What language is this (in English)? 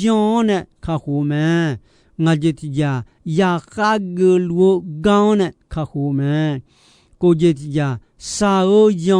Akha